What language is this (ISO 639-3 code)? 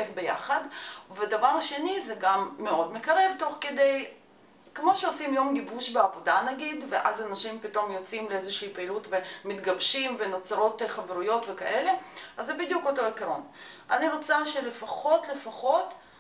heb